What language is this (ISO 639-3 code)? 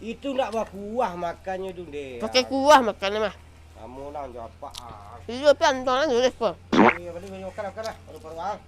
min